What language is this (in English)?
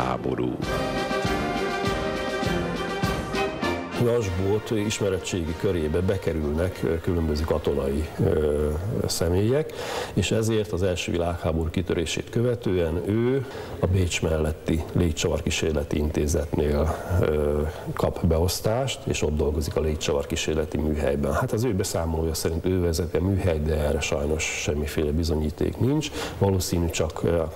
Hungarian